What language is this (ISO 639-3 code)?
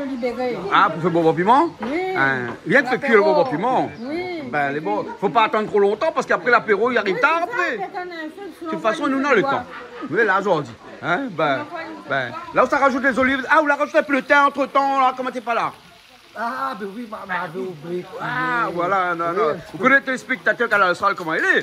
rcf